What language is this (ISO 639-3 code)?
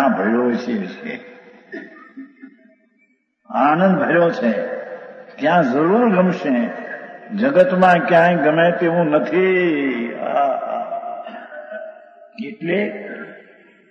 guj